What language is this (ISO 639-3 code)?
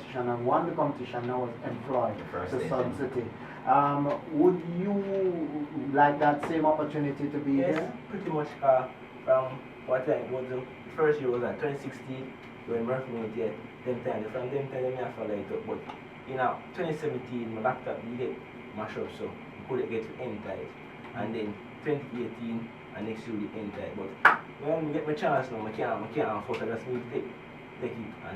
jam